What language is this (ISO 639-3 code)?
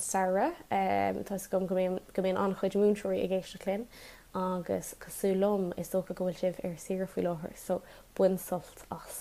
gle